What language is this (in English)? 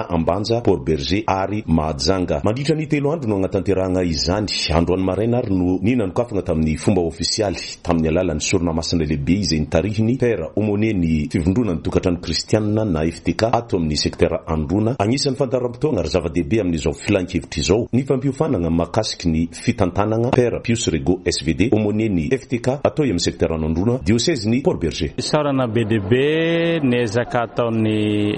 Malagasy